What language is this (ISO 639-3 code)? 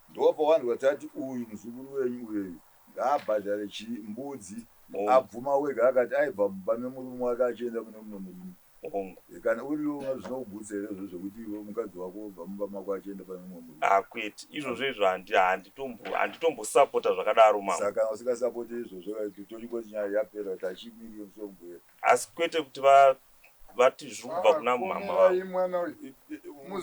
sna